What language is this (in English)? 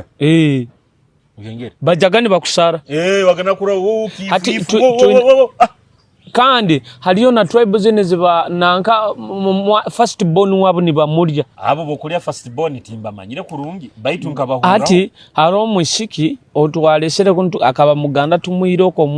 Nyoro